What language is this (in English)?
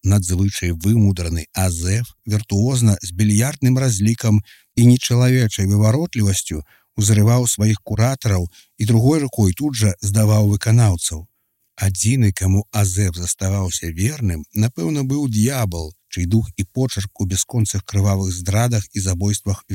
Belarusian